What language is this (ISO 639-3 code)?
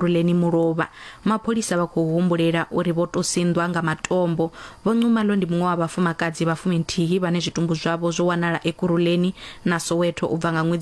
ven